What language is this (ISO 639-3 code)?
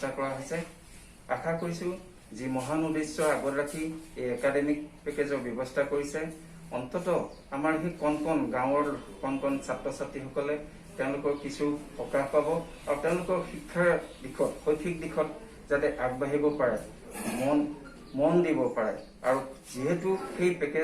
asm